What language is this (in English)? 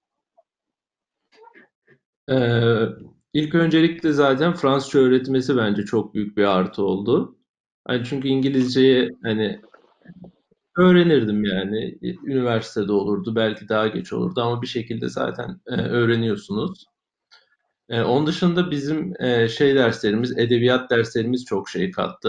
Turkish